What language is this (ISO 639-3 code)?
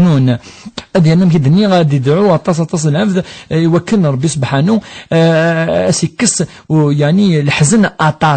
kab